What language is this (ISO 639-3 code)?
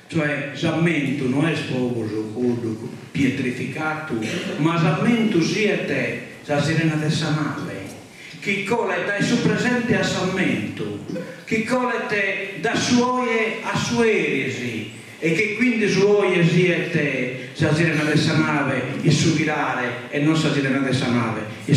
srd